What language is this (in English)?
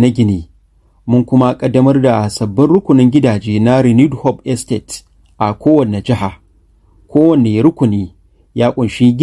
Hausa